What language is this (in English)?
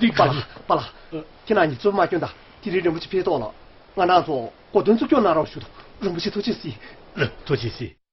Tibetan